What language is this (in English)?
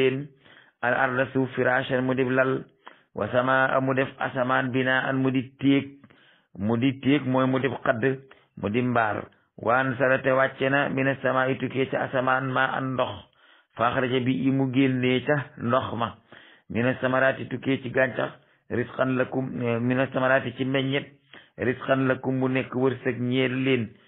Wolof